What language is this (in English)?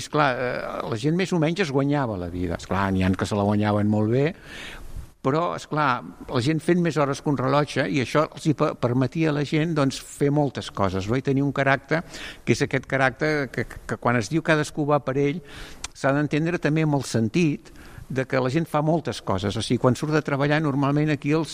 Catalan